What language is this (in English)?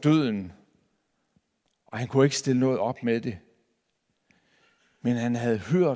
Danish